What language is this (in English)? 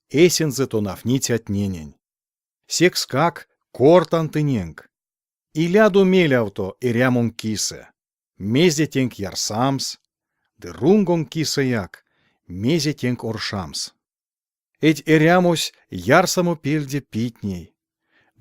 Erzya